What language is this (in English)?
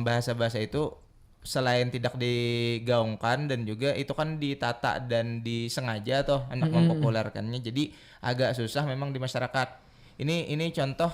Banjar